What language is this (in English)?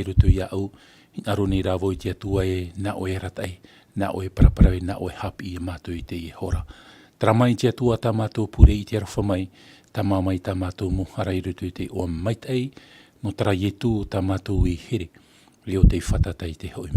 Tahitian